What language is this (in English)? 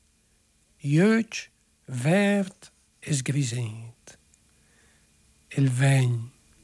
Italian